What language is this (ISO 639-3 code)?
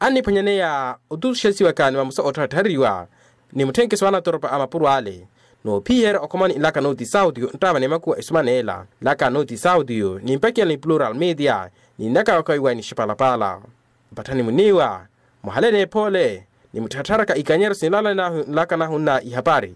vmw